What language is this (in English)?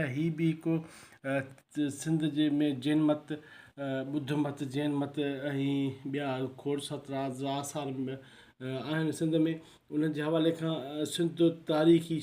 Sindhi